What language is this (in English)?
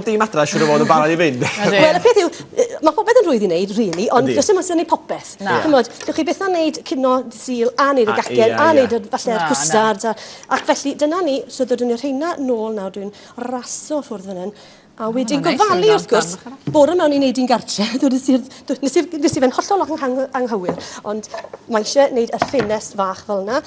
Welsh